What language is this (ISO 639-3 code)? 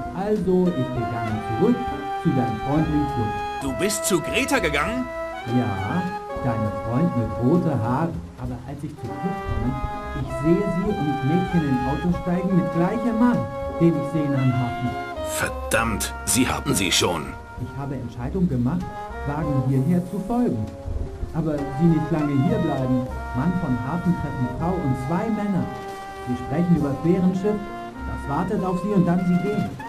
bar